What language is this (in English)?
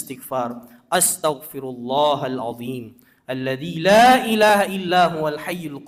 Buginese